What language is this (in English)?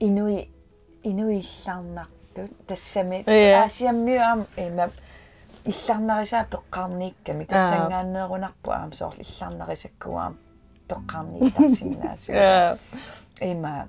Kalaallisut